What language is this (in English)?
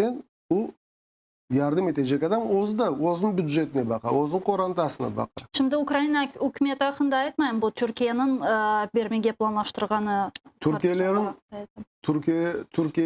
Crimean Tatar